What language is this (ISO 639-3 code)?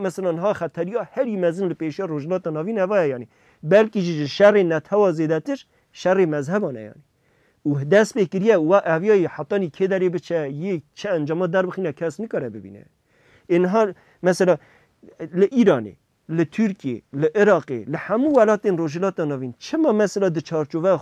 kur